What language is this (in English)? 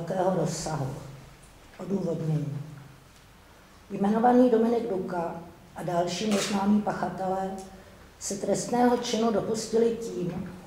Czech